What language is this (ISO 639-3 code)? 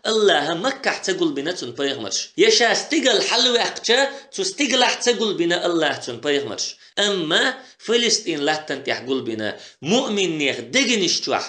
che